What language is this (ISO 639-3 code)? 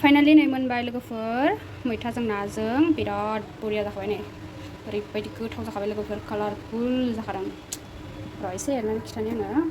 brx